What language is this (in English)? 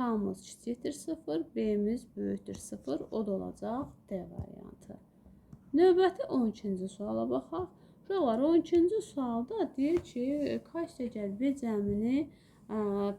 Azerbaijani